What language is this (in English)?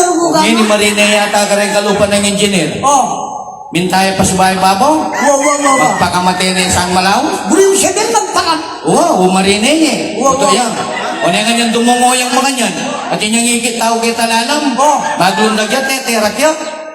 Pampanga